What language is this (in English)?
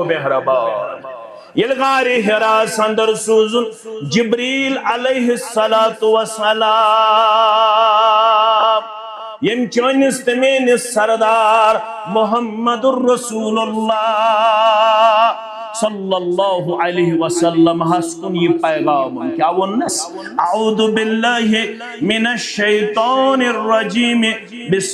Kashmiri